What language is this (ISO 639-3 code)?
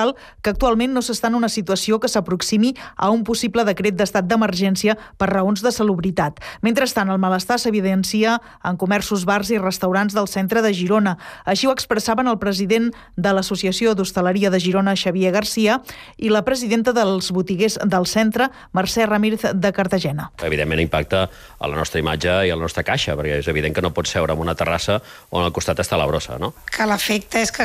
cat